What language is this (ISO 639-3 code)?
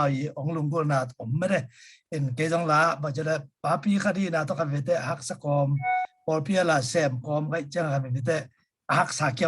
ctd